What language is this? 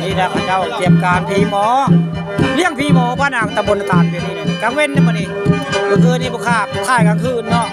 Northeastern Thai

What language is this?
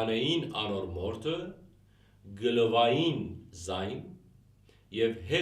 Western Armenian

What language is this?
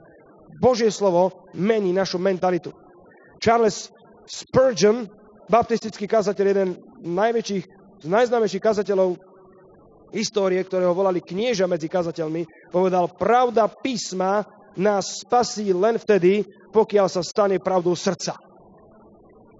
Slovak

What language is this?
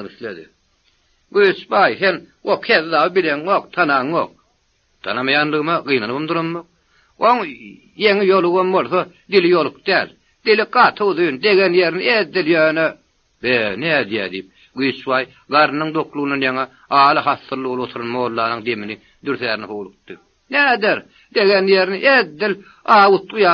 Turkmen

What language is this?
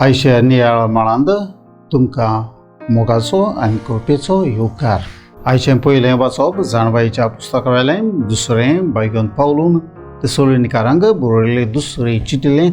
Konkani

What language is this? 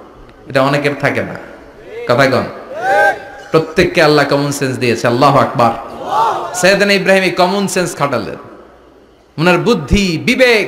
Bangla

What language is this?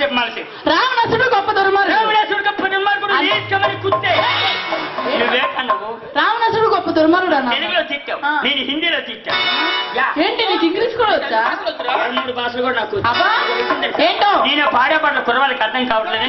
Telugu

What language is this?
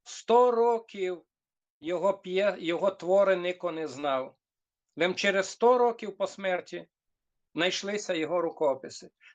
Rusyn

